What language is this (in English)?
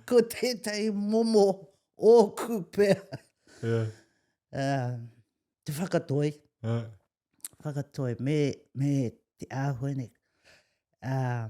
Māori